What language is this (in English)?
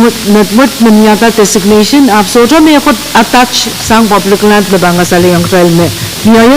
Pohnpeian